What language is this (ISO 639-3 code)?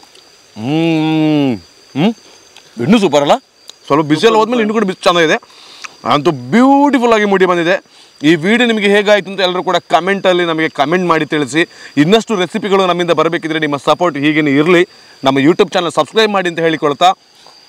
kan